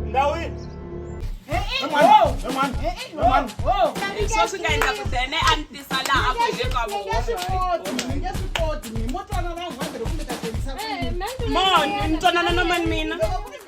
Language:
Tsonga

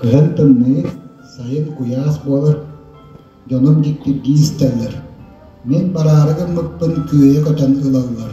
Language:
Yakut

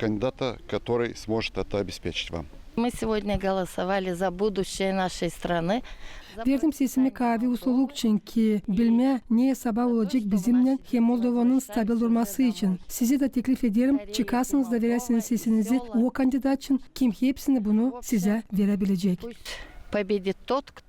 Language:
Gagauz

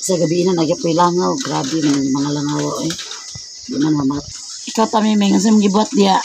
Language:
Cebuano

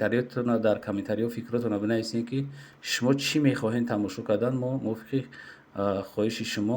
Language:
Tajik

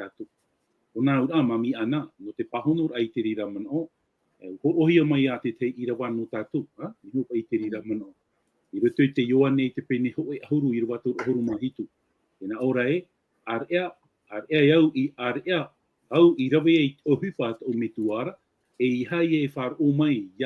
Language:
Tahitian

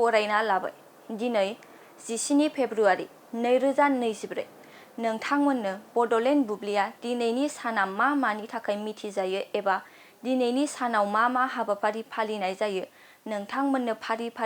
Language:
Bodo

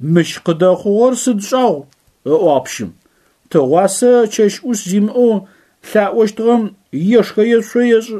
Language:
Adyghe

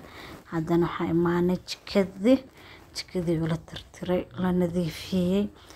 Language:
Somali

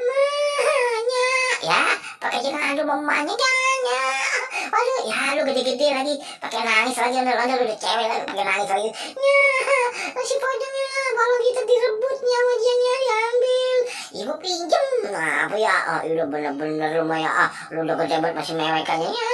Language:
Betawi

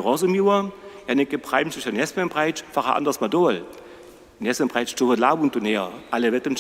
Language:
Upper Sorbian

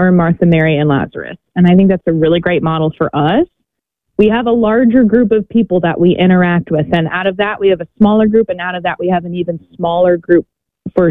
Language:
English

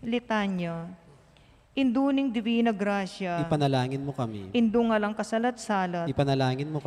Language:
Pampanga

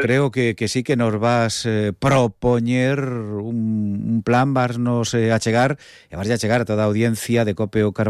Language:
Galician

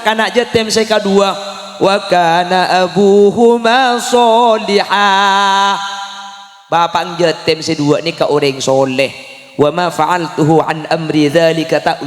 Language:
Madurese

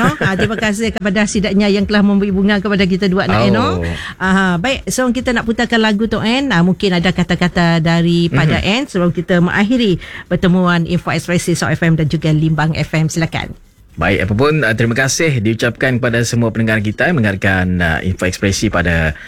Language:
Malay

